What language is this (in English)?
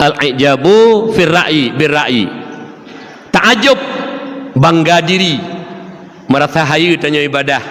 Achinese